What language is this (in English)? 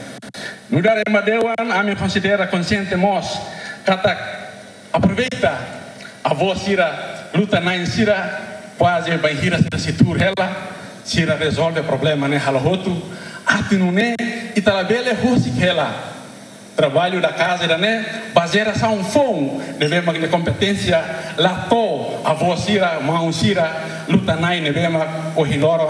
Tetum